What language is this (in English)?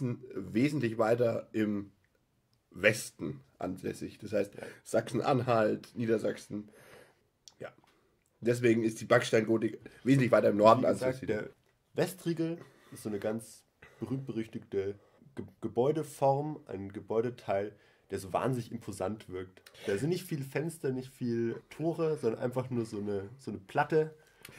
German